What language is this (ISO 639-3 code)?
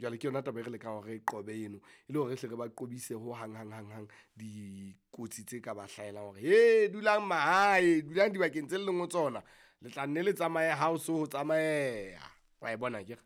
sot